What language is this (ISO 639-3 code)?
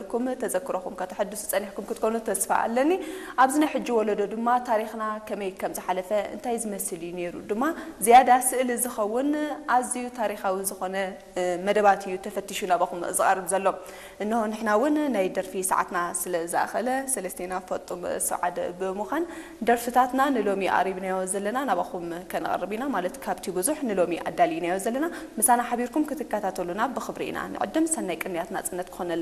tir